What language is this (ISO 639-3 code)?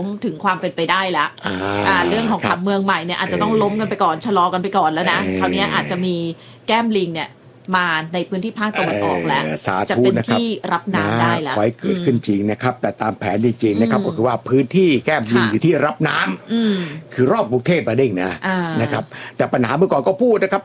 tha